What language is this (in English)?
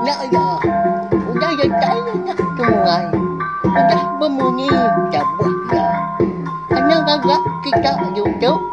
Iban